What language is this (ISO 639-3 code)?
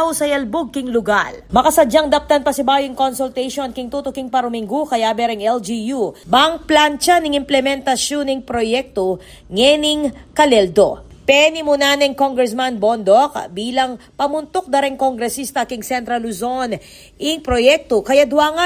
pam